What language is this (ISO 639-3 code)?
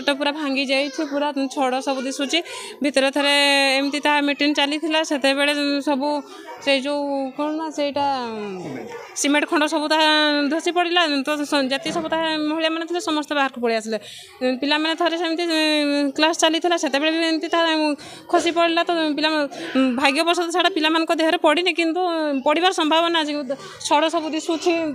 ori